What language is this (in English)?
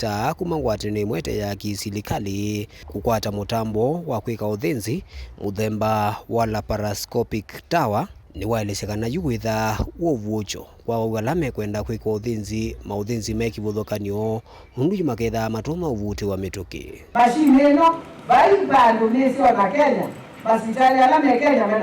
Kamba